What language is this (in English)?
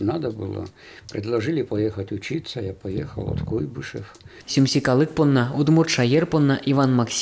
Udmurt